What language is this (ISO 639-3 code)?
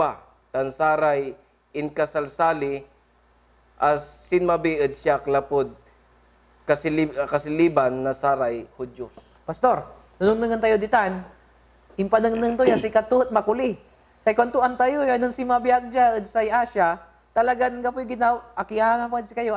pag